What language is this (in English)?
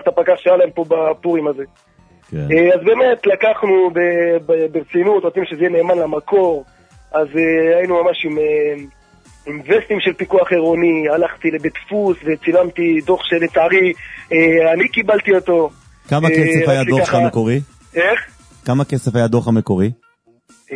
Hebrew